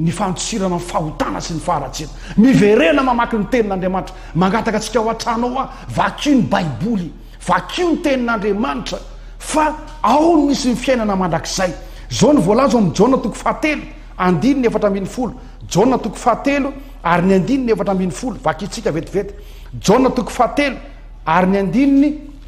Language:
Malagasy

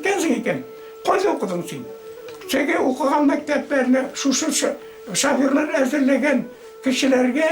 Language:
Bashkir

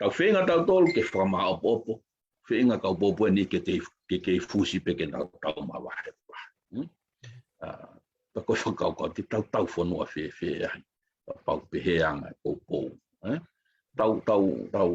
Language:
Tongan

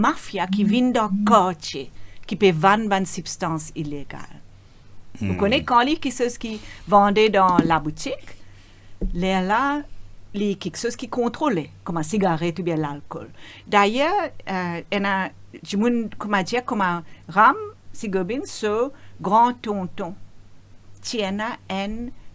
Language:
Morisyen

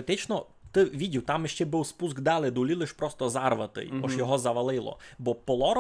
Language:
Rusyn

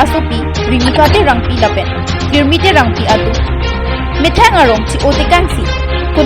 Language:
Karbi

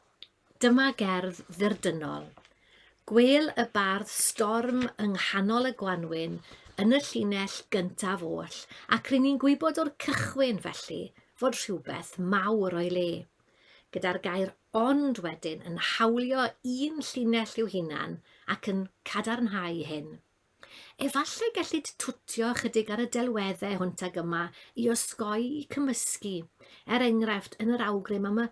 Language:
Welsh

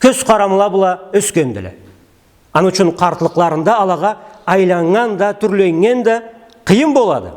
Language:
Karachay-Balkar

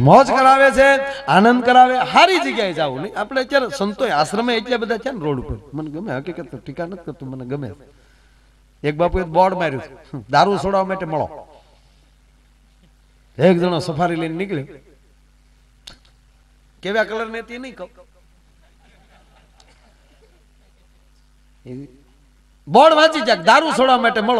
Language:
Gujarati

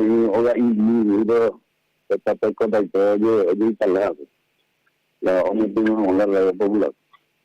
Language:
Guarani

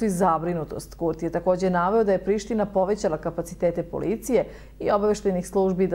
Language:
Serbian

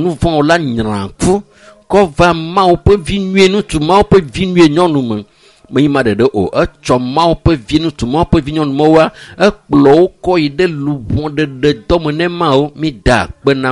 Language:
Ewe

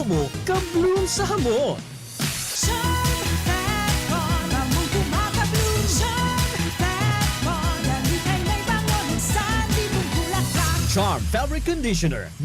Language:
Bikol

